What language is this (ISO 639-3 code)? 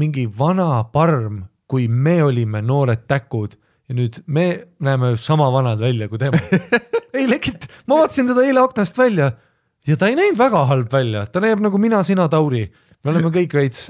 est